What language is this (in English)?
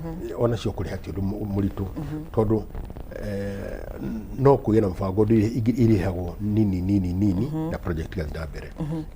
Kikuyu